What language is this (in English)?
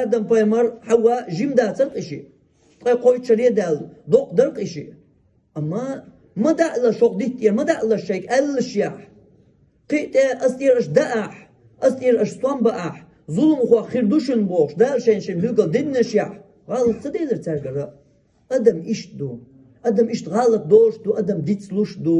Chechen